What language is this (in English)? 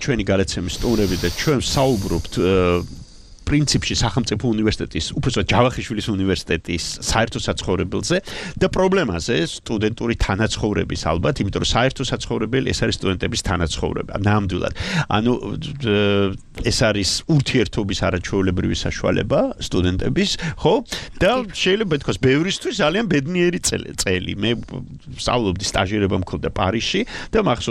Georgian